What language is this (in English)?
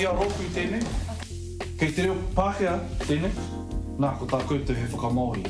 Māori